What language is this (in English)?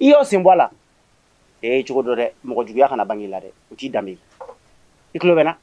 Bambara